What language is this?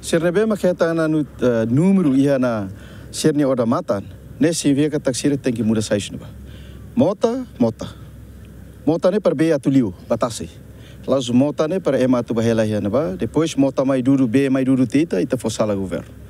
Tetum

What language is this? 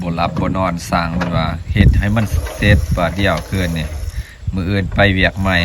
Lao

